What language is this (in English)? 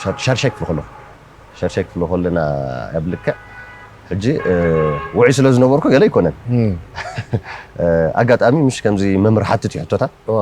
Tigrinya